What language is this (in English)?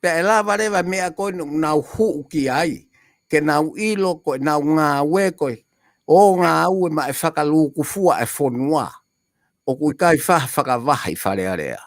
Tongan